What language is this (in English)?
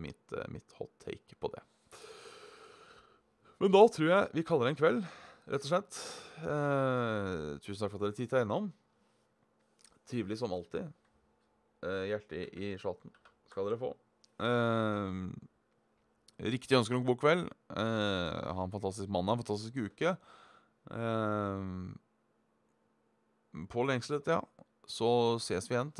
Norwegian